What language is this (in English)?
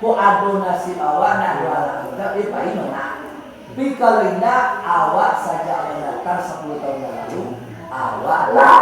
Minangkabau